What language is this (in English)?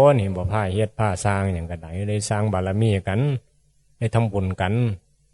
Northeastern Thai